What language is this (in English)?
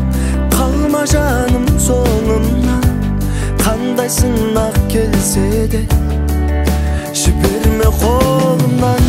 Kazakh